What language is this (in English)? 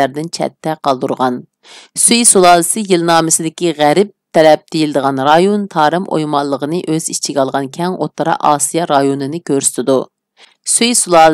Uyghur